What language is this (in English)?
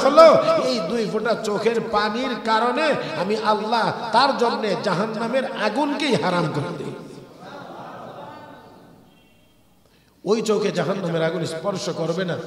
Bangla